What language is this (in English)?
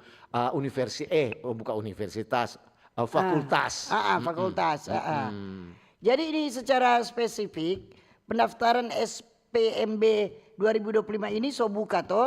Manado Malay